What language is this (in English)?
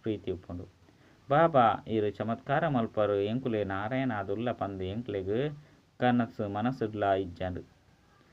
Tulu